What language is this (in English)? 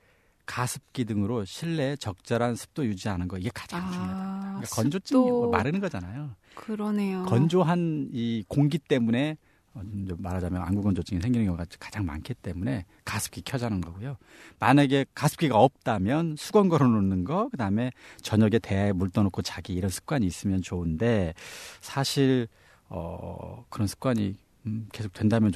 Korean